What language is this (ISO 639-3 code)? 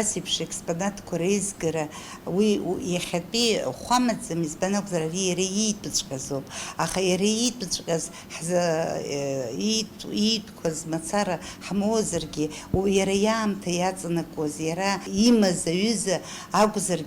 abk